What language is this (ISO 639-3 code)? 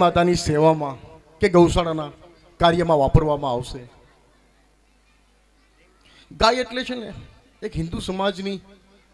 guj